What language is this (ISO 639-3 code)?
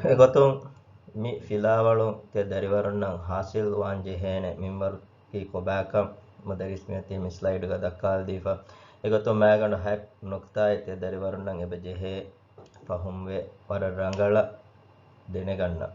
div